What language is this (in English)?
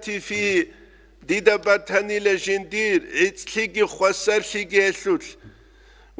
Avaric